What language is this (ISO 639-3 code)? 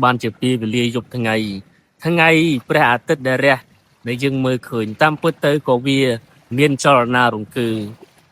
khm